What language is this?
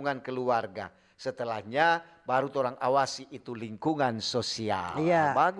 Manado Malay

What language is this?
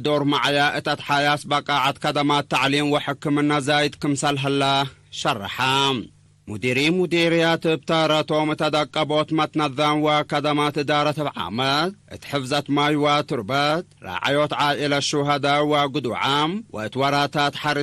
Tigre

